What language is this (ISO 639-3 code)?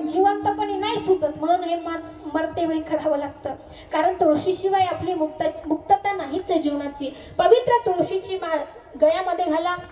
mar